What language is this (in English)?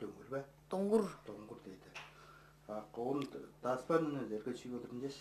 Tuvinian